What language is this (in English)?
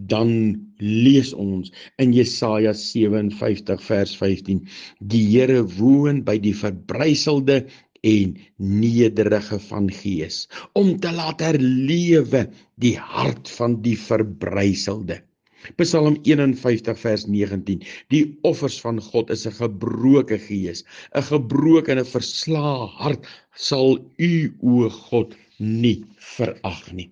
Afrikaans